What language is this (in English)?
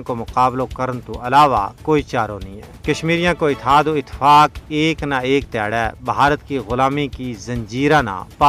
Gujari